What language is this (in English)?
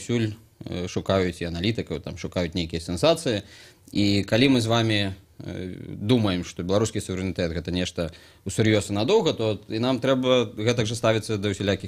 Belarusian